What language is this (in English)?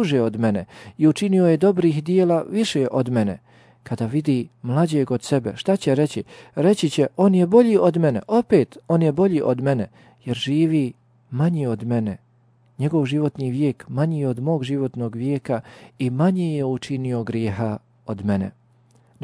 Bosnian